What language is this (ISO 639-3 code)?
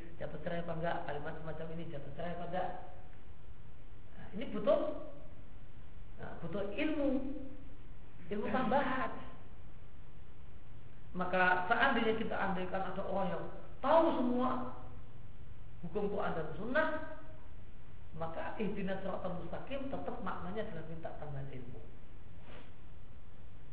ind